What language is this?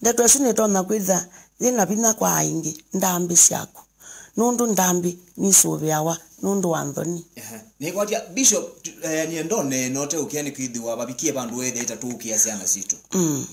Kamba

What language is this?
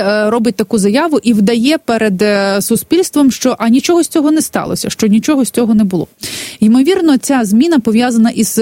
Ukrainian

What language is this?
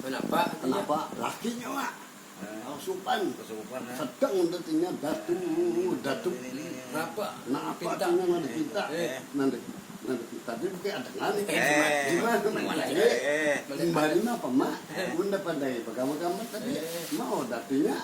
Banjar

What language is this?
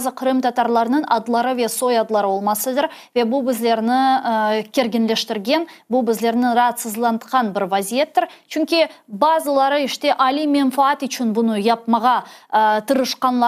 Crimean Tatar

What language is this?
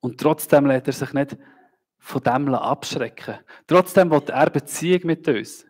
Swiss German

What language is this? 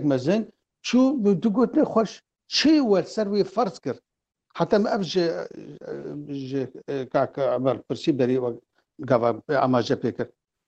Kurdish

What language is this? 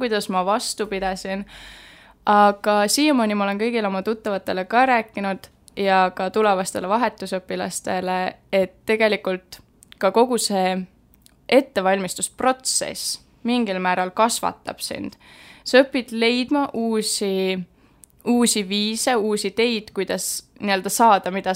Estonian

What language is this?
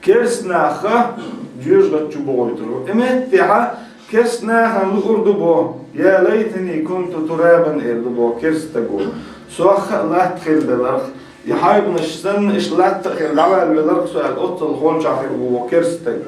Chechen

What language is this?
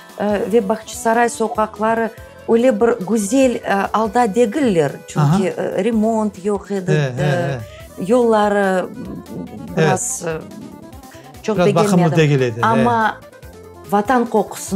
Crimean Tatar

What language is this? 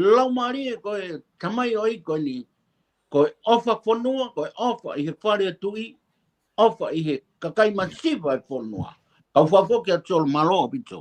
Tongan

